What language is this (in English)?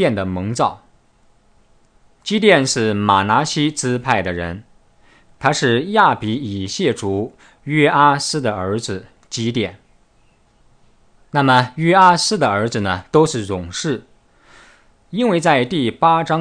Chinese